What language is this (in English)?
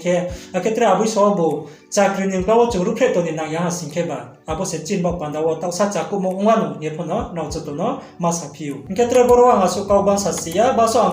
Riang (India)